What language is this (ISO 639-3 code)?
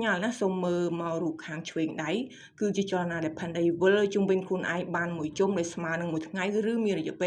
khm